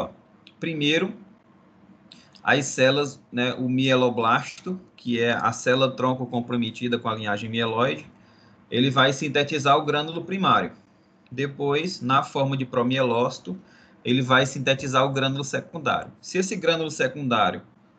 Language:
Portuguese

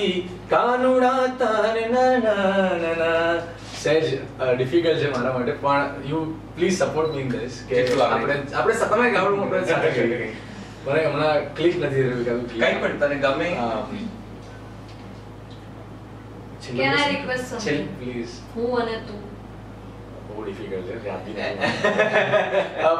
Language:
Gujarati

